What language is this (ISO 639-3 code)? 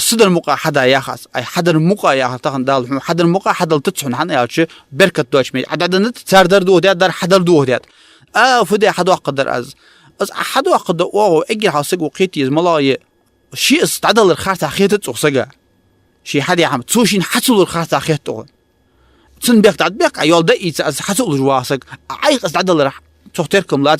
inh